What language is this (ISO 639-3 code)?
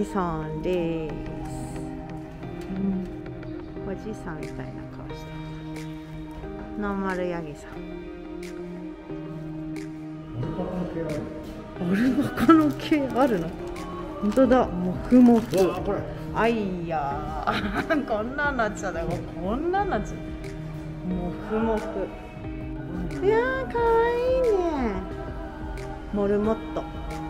jpn